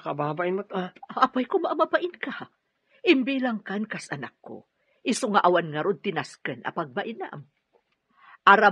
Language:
Iloko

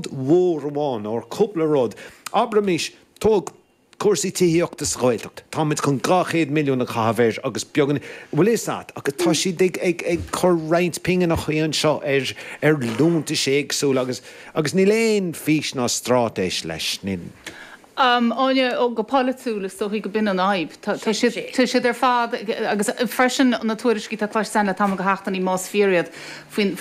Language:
Irish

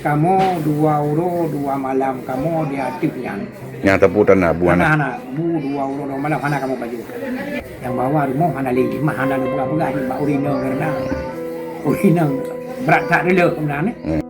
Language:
Achinese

